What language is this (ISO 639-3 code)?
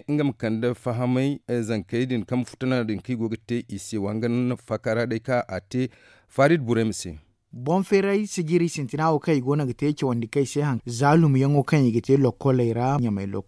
dje